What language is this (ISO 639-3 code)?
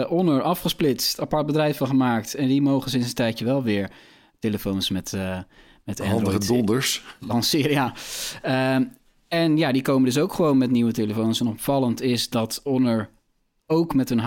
nld